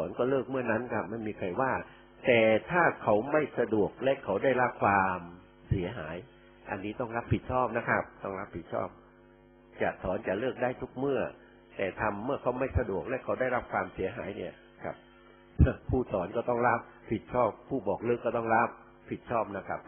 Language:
Thai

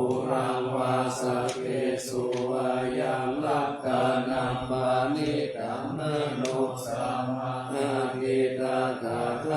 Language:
Pali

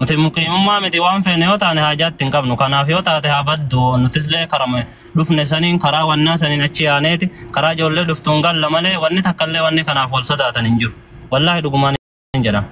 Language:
Oromo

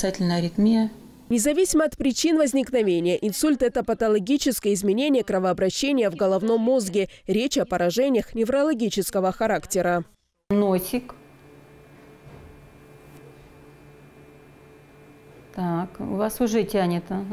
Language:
Russian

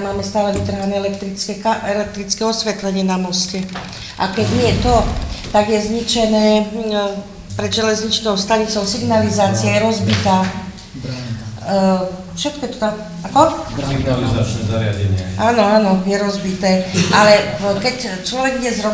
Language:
Slovak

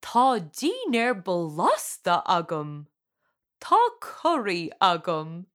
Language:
Irish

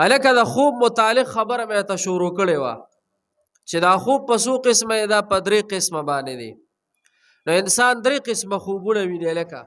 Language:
Pashto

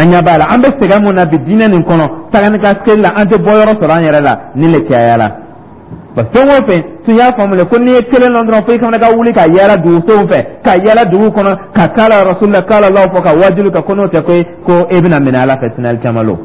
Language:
Dyula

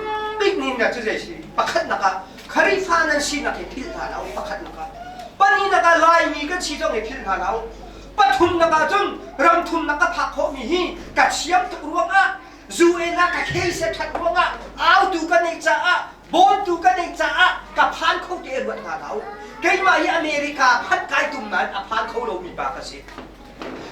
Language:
Hakha Chin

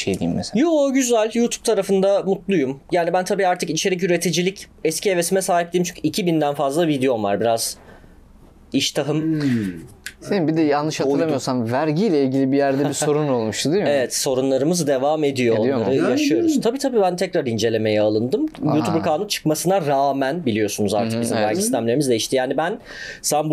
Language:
Turkish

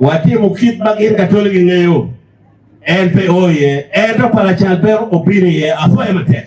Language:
Acoli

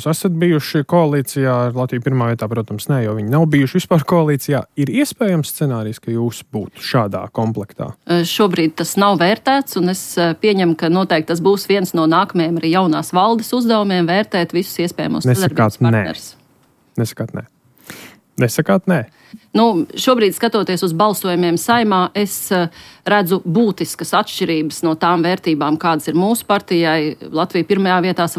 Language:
Latvian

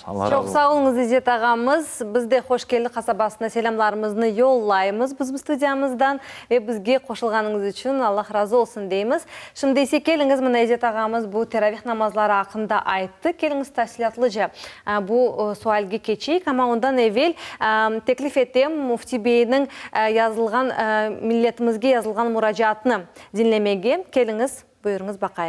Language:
Crimean Tatar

